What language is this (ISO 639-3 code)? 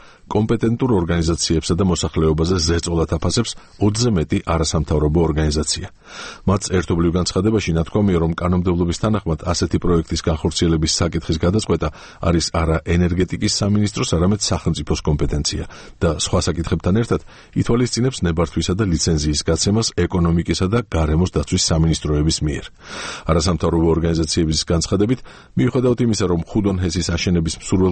kat